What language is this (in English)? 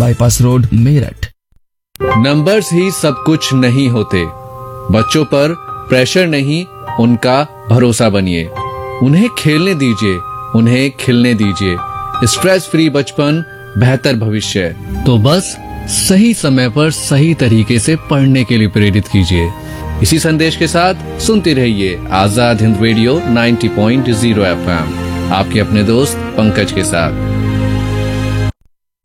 Hindi